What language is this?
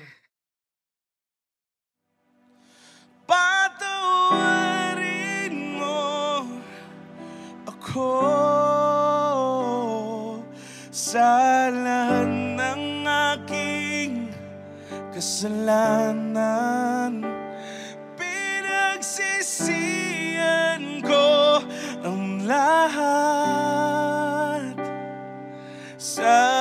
Filipino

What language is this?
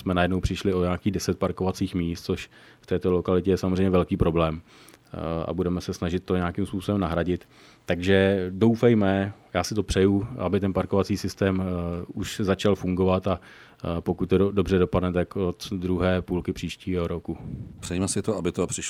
Czech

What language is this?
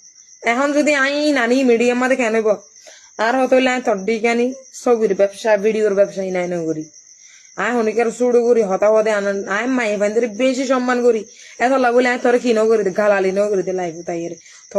Rohingya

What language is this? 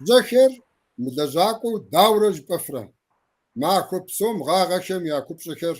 Kabardian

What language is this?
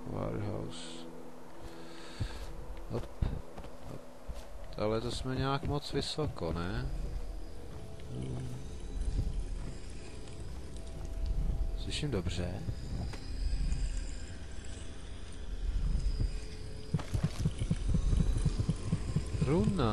Czech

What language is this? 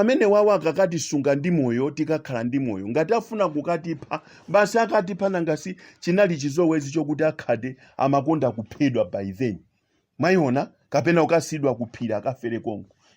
Nyanja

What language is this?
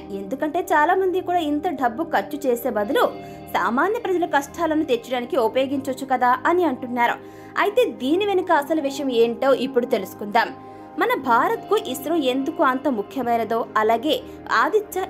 Telugu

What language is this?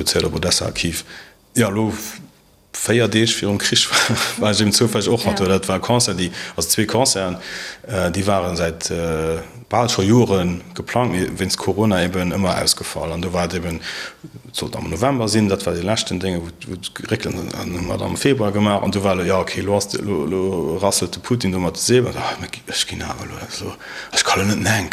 Luxembourgish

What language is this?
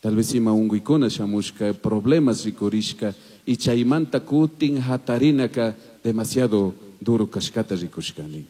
Chimborazo Highland Quichua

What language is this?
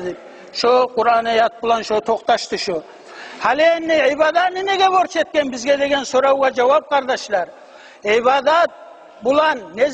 Kumyk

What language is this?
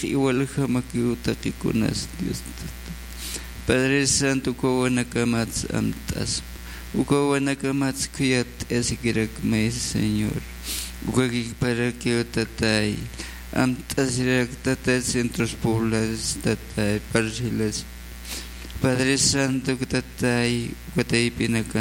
Aymara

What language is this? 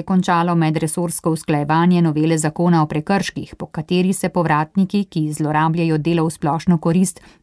Slovenian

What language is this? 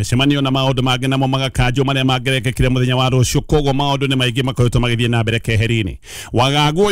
Kikuyu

